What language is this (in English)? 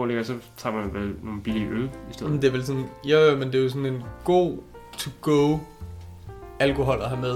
Danish